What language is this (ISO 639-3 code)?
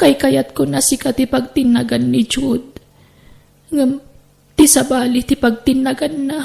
ilo